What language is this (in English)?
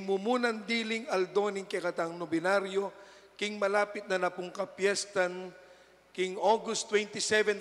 Pampanga